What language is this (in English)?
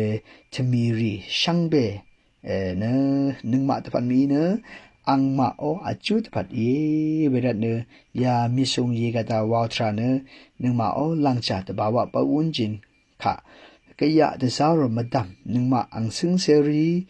Rawang